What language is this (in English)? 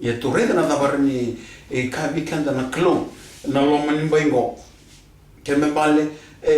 Fijian